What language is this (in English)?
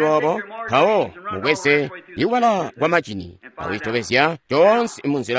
Tonga (Zambia)